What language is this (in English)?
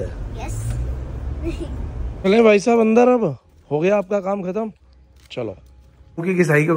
Hindi